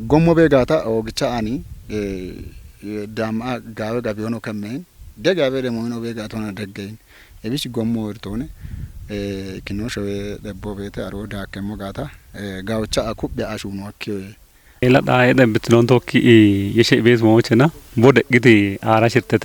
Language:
Kafa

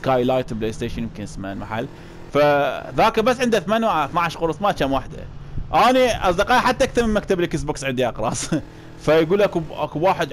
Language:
Mesopotamian Arabic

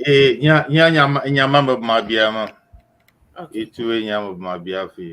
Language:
Ewe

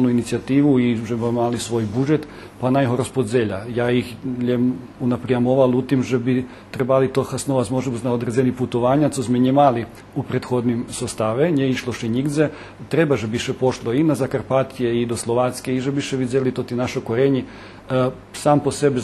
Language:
Rusyn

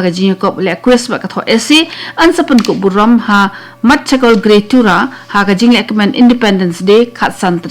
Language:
Khasi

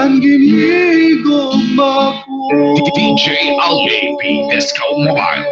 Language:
Waray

